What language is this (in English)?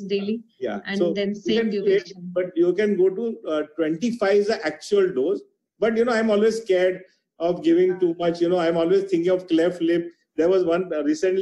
English